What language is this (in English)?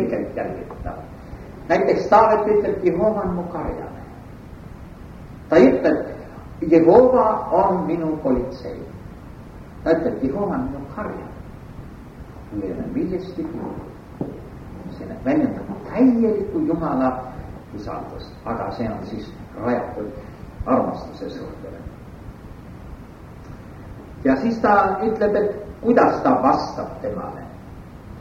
Estonian